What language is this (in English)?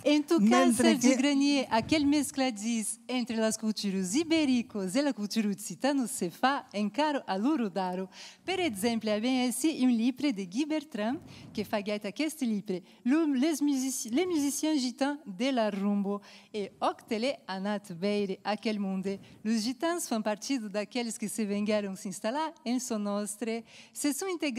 Occitan